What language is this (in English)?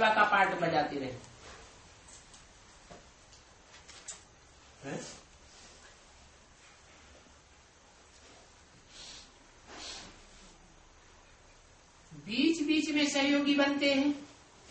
Hindi